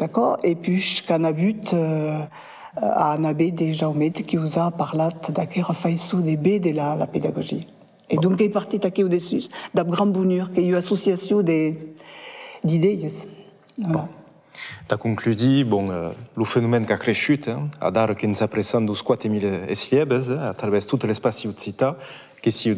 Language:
Occitan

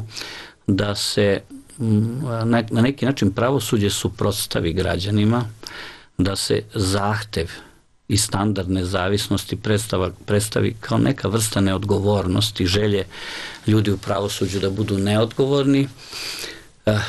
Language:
Serbian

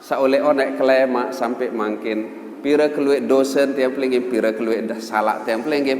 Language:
Sasak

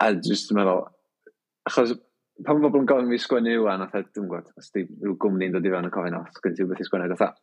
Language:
Welsh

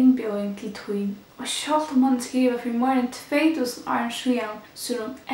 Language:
Faroese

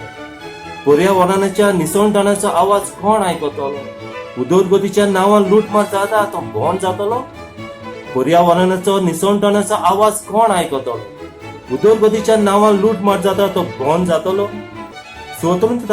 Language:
Konkani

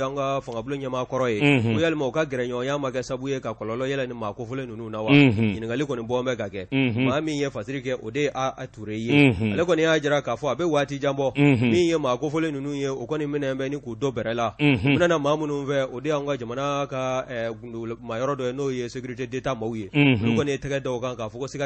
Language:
Bambara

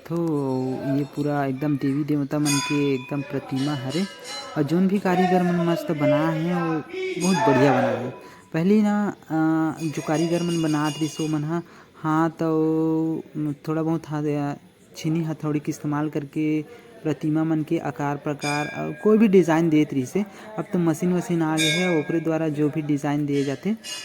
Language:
Chhattisgarhi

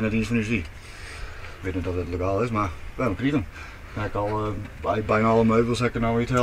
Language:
Western Frisian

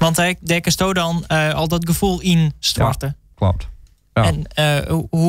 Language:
Western Frisian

